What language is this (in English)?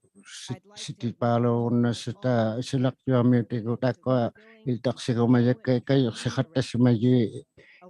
Inuktitut